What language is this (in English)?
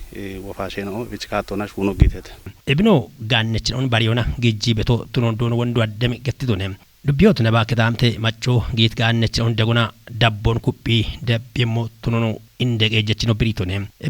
Kafa